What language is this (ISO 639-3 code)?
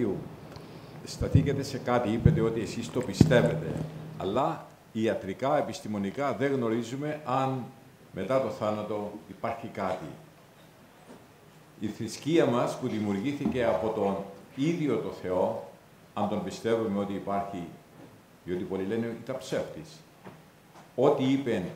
ell